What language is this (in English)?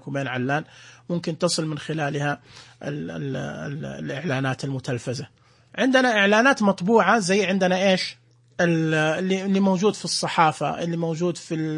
Najdi Arabic